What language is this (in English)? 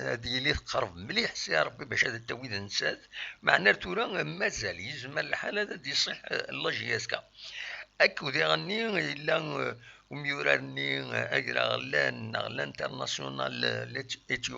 Kabyle